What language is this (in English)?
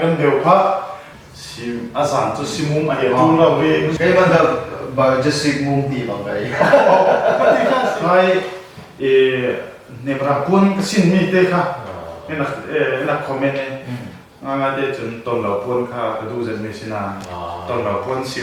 Falam Chin